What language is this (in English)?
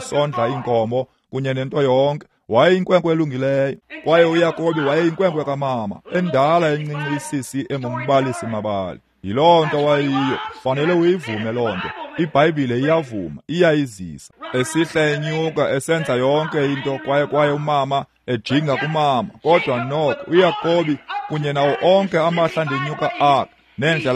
Xhosa